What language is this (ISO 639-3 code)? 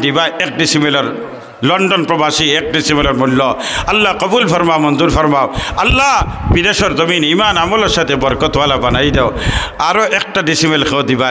syl